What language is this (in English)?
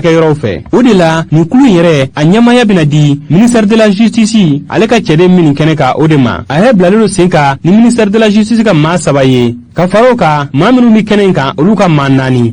Bambara